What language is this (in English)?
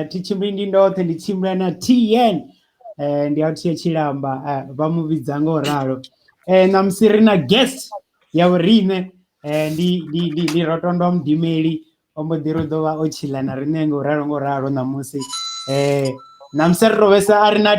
Venda